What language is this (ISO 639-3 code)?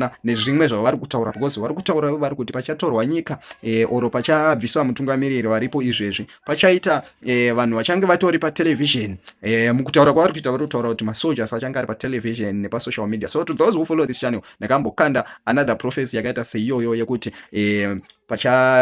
sna